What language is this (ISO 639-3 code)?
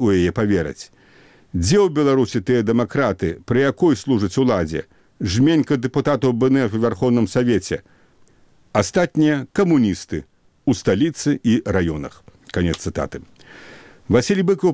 bel